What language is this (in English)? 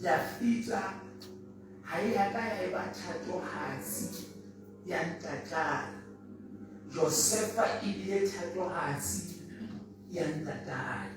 Southern Sotho